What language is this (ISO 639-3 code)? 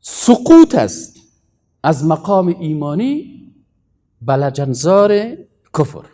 fas